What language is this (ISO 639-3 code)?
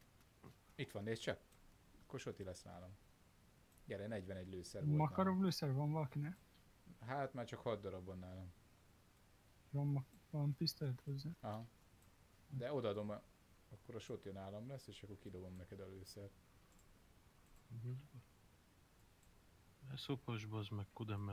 hun